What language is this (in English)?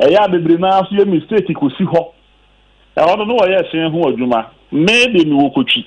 Akan